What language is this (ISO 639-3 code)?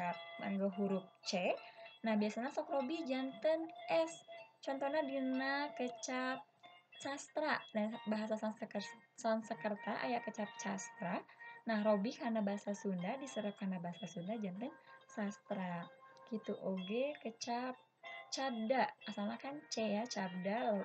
sun